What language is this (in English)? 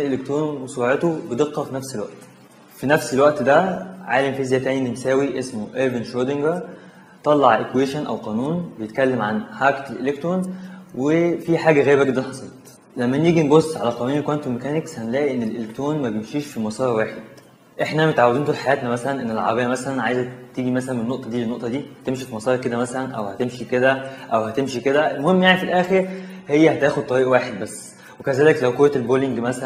Egyptian Arabic